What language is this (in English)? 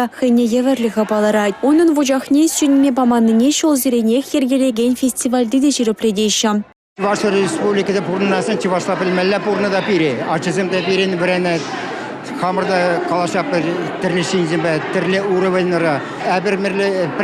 Chuvash